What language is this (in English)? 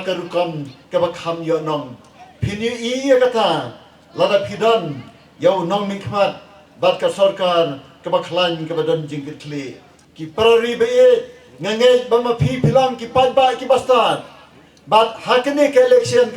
Khasi